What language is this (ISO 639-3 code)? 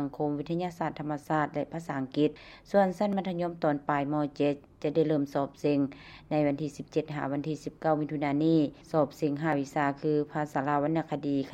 lao